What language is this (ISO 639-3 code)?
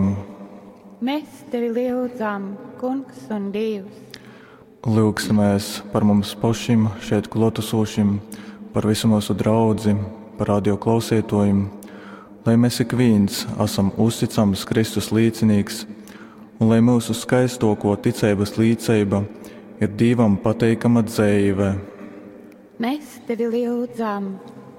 ltg